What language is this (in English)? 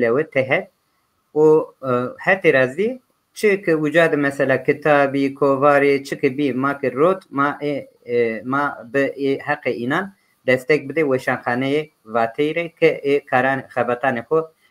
Zaza